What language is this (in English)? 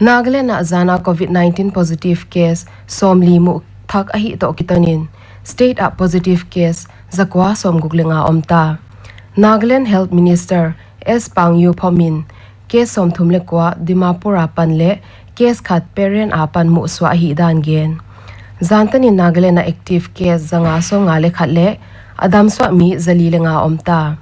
Paite Chin